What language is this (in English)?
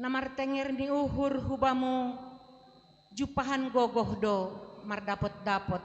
Batak Simalungun